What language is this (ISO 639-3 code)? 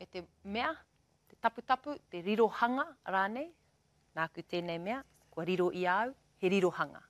mri